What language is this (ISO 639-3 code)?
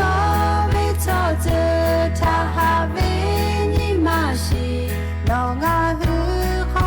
lhu